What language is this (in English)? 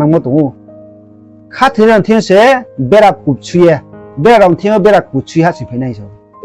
Riang (India)